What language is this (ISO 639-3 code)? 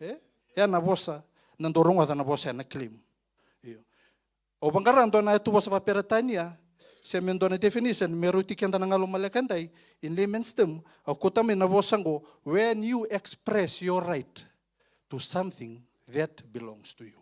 fij